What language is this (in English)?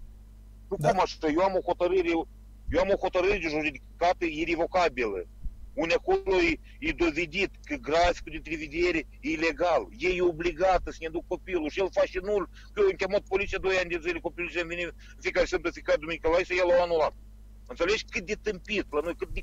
Romanian